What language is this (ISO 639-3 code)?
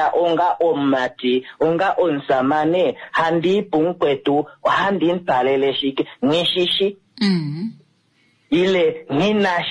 kua